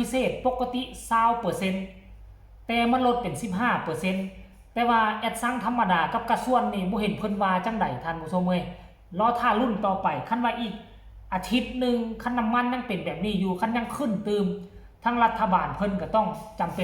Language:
Northeastern Thai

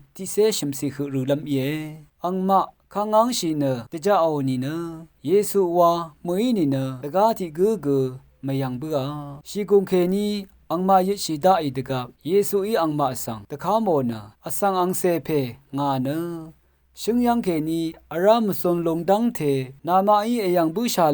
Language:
Rawang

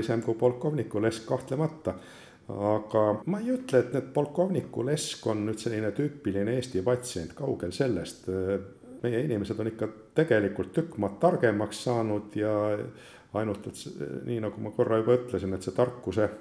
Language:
Estonian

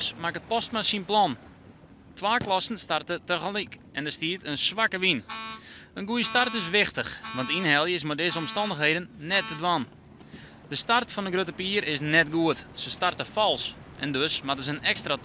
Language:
Western Frisian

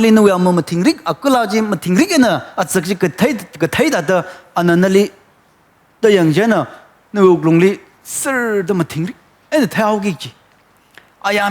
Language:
Tangkhul Naga (India)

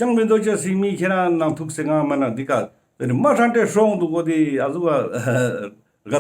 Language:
Ladakhi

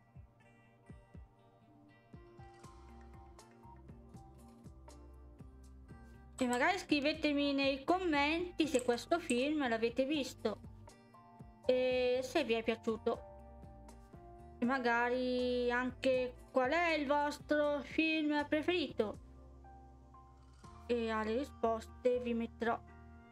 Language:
Italian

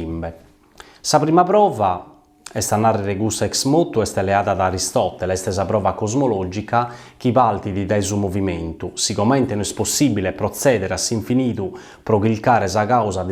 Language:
Sardinian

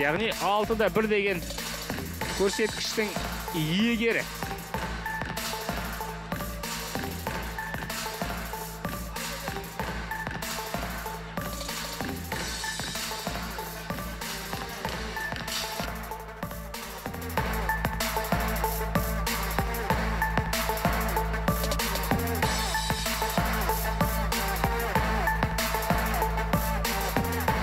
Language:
Kazakh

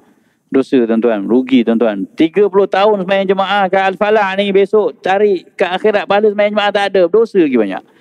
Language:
Malay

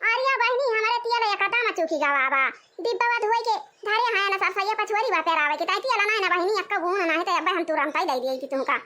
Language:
Awadhi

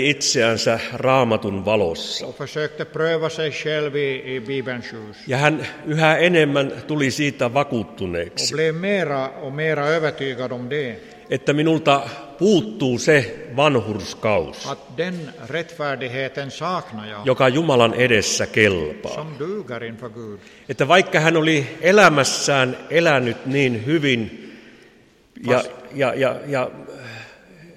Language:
Finnish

